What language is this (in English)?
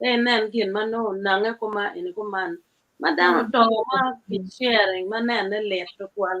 Acoli